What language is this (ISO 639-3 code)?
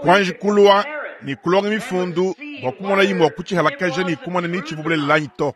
lua